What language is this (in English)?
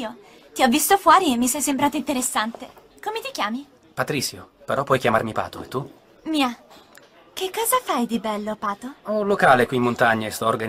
Italian